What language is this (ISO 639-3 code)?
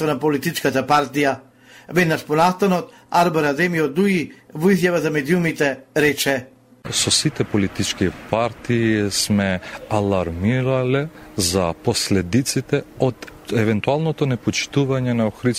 mkd